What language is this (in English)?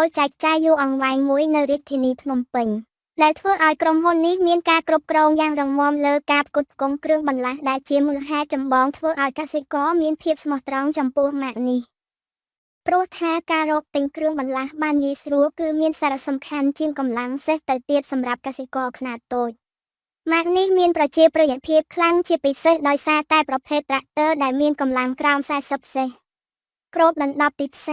Khmer